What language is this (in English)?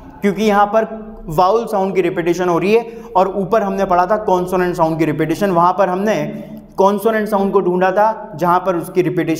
Hindi